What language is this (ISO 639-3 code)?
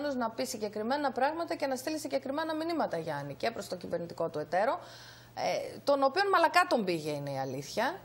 ell